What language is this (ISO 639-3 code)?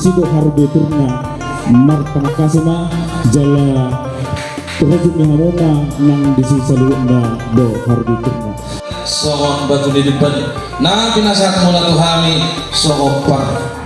bbc